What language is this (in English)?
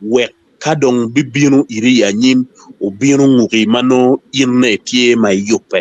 Acoli